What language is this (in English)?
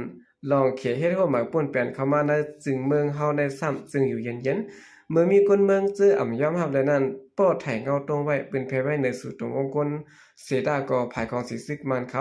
Shan